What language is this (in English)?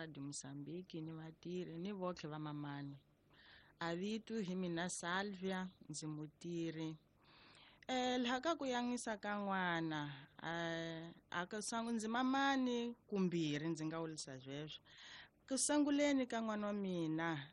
Tsonga